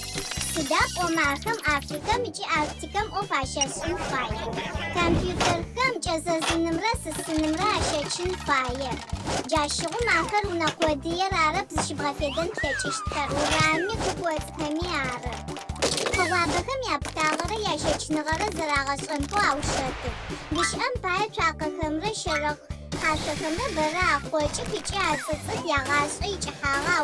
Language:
Adyghe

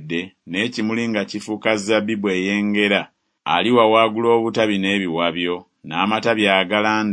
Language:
Ganda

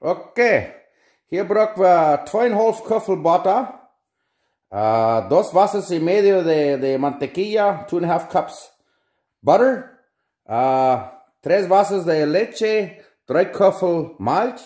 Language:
Plautdietsch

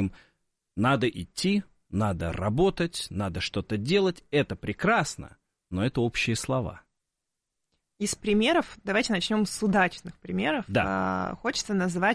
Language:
Russian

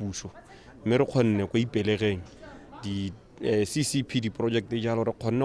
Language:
Tswana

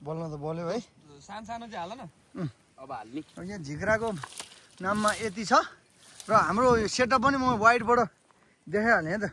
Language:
Nepali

